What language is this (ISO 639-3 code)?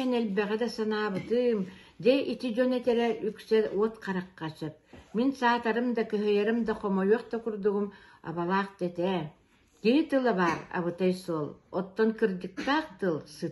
sah